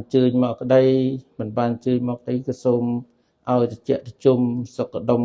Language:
Khmer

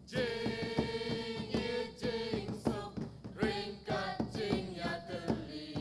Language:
Khasi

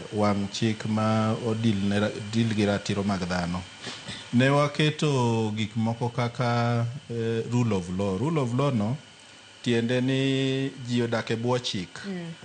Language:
Luo (Kenya and Tanzania)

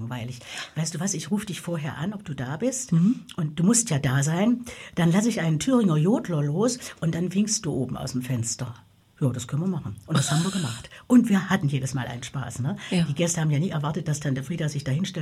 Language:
German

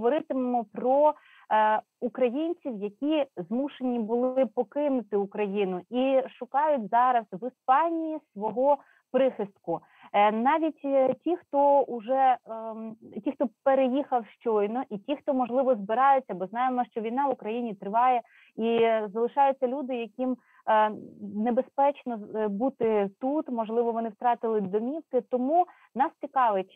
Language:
Ukrainian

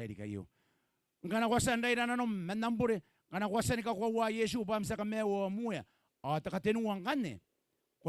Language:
Gilbertese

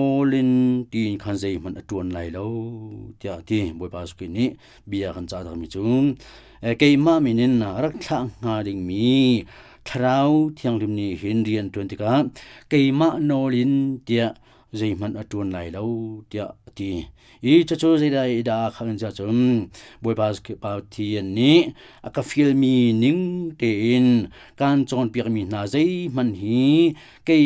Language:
Hakha Chin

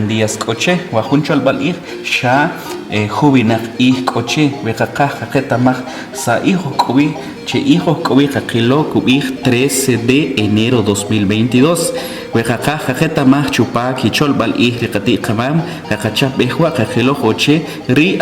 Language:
Achi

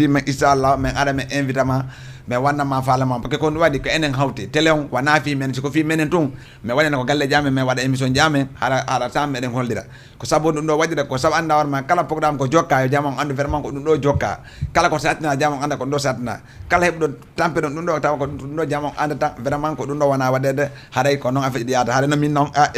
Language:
Fula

